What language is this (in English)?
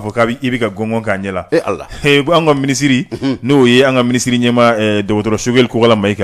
Bambara